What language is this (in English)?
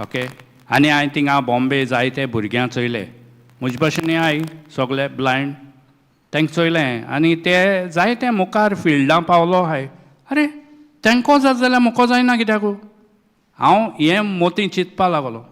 Konkani